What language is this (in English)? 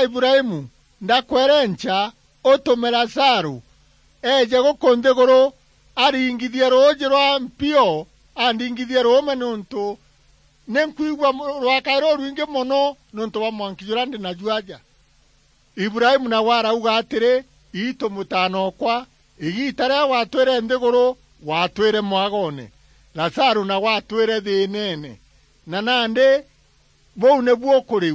Meru